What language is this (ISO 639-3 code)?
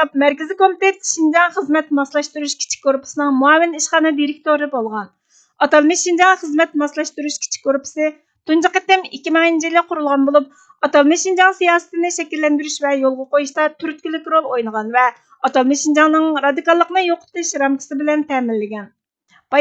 uig